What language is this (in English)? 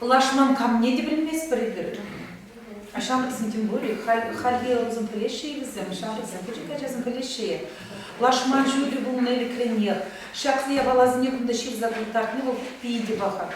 Chuvash